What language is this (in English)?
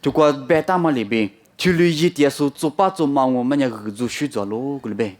Lisu